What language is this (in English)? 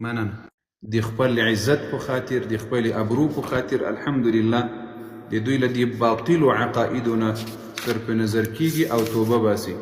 Pashto